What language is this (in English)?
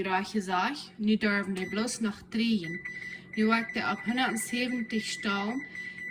Plautdietsch